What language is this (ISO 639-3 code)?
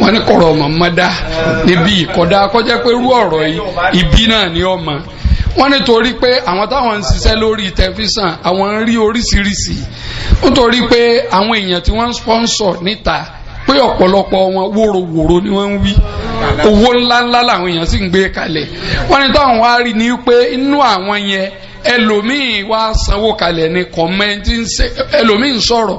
yor